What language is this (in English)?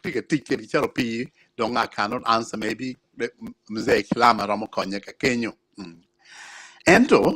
Acoli